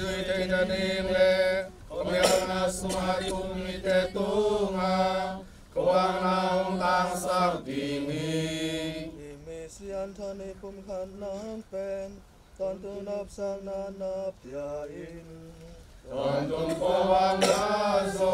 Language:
Tedim Chin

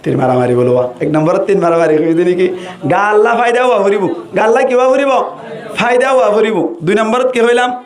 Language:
Rohingya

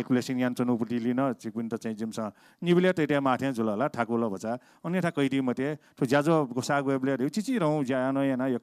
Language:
Newari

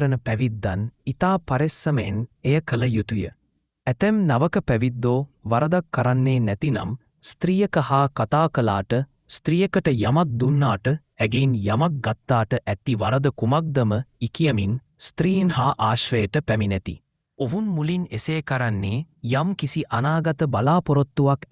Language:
Sinhala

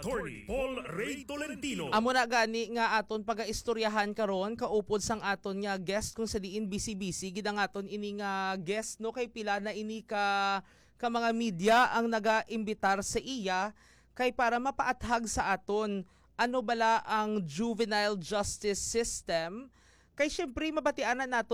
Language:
Hiligaynon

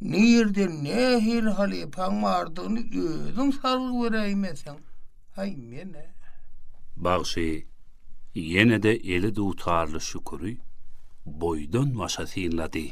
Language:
Turkmen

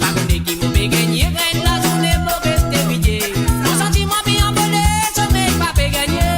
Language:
Morisyen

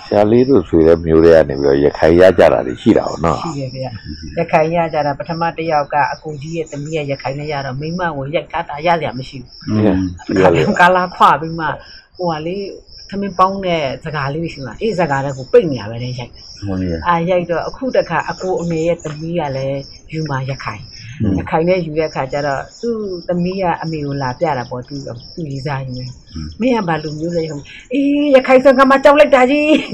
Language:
Burmese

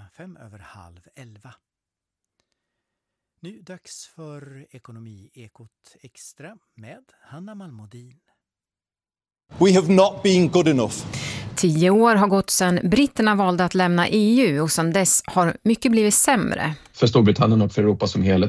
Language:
Swedish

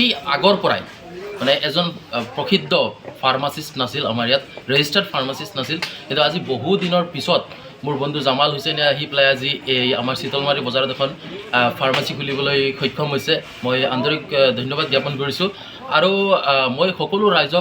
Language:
Assamese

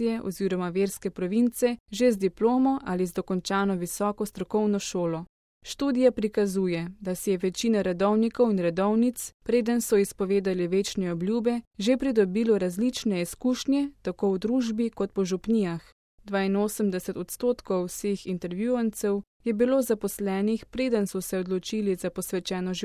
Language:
Slovenian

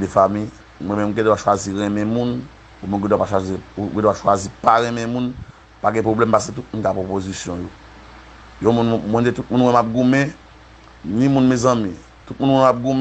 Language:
Haitian Creole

